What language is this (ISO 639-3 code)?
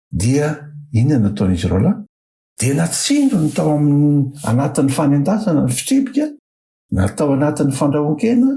mlg